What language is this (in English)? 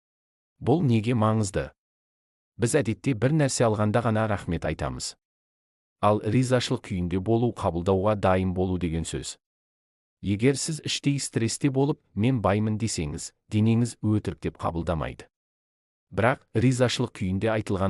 Kazakh